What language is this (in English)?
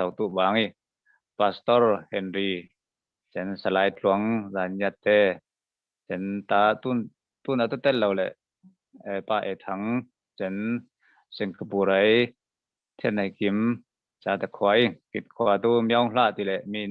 Falam Chin